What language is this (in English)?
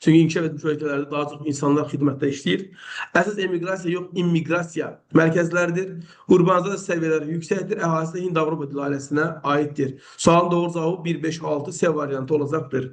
Azerbaijani